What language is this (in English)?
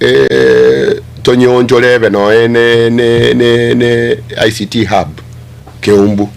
Gusii